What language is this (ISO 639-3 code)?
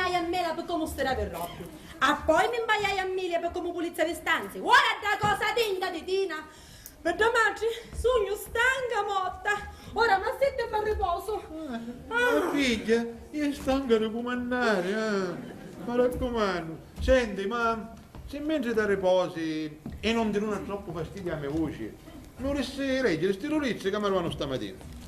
scn